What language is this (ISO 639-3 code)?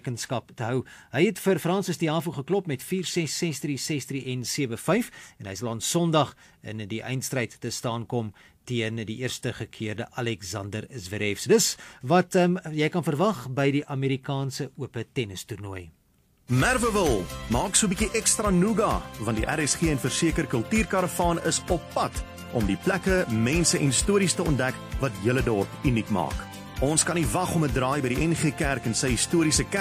afr